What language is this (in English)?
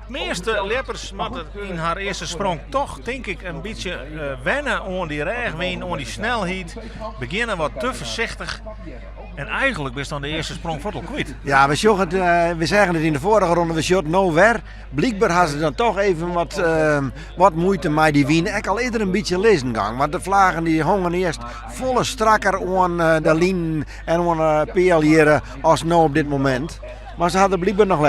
Western Frisian